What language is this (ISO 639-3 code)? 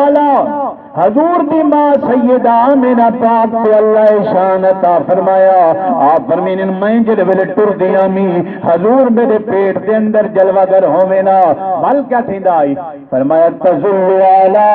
skr